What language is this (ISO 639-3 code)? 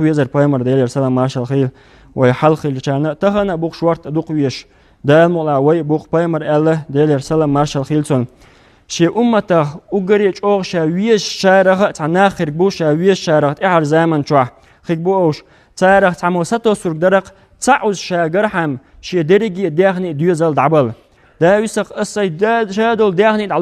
che